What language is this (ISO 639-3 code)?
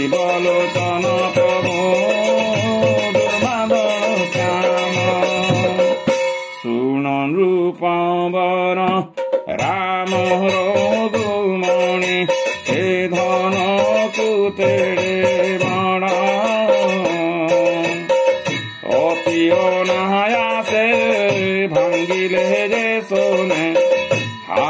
ben